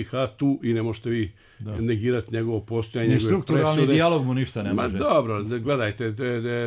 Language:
Bosnian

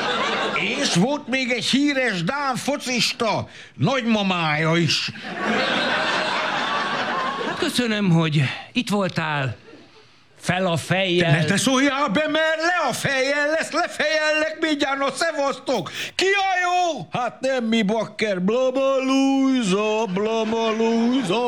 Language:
Hungarian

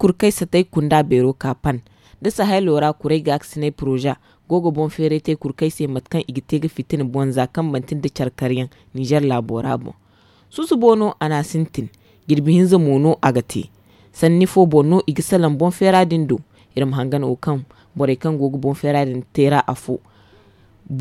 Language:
Zarma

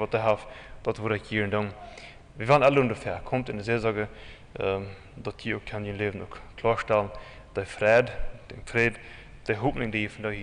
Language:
Plautdietsch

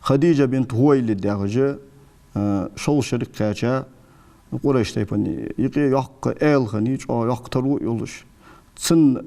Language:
Ingush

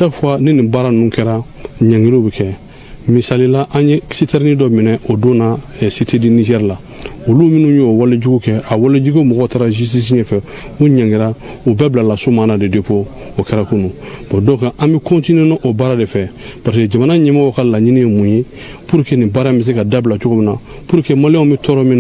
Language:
Bambara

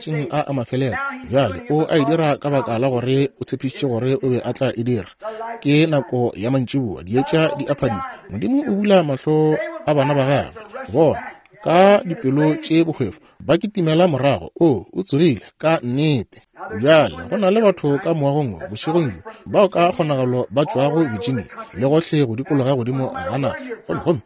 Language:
Northern Sotho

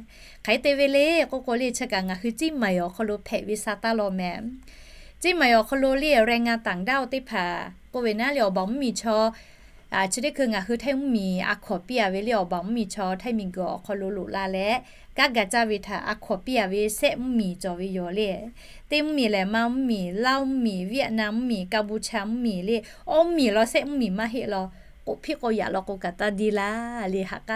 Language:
Lahu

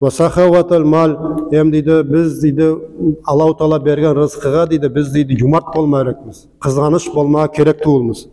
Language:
Nogai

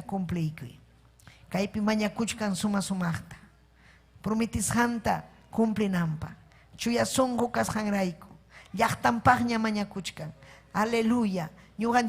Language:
Ayacucho Quechua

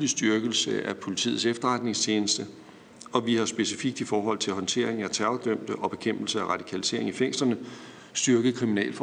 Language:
Danish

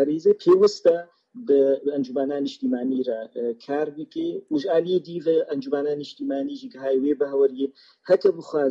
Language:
Kurdish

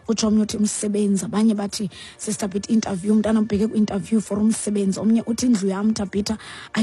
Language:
Xhosa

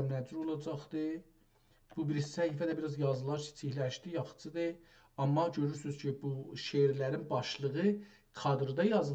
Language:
South Azerbaijani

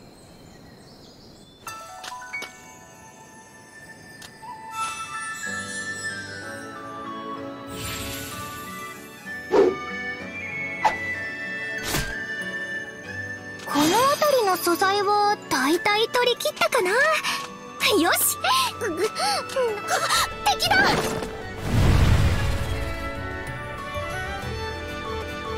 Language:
Japanese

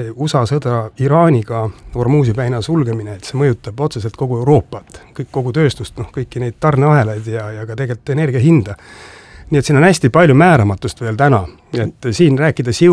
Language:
Estonian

